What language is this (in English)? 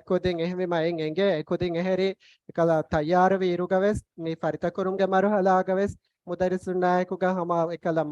Divehi